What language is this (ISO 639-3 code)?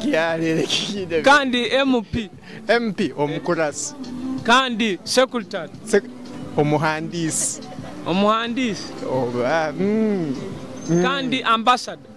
nyo